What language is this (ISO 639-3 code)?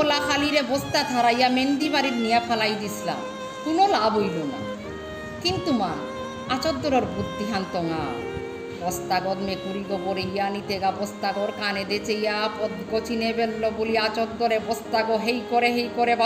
bpy